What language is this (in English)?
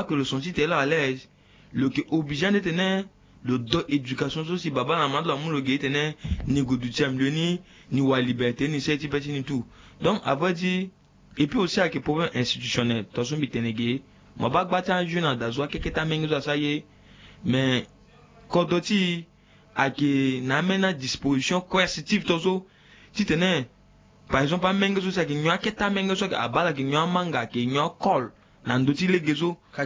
Sango